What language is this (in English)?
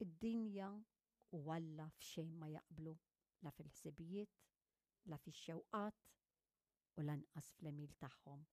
Maltese